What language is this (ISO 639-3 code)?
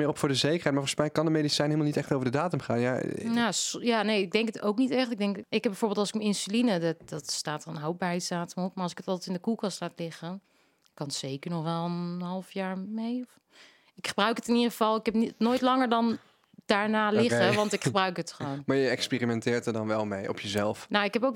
nld